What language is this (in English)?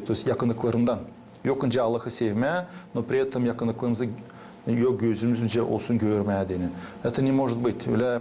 Gagauz